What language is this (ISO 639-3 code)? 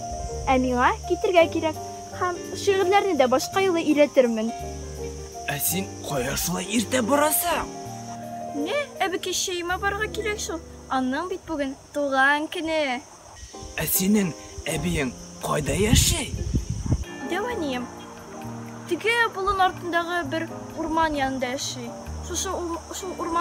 tat